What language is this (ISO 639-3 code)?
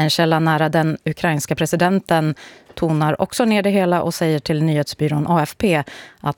swe